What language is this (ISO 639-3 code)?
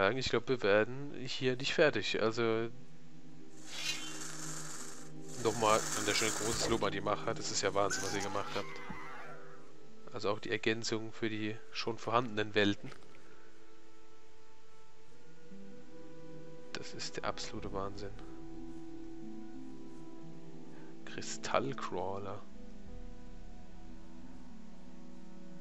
deu